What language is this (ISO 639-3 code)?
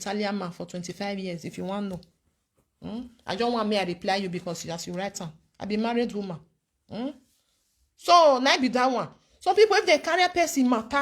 pcm